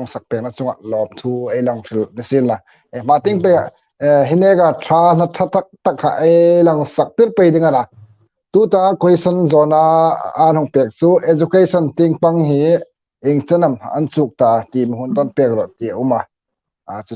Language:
Hmar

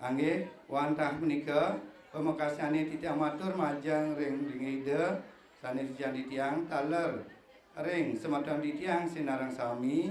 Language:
Balinese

